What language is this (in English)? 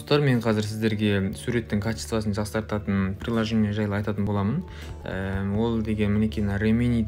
Kazakh